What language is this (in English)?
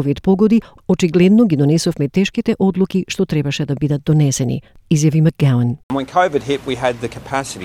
Macedonian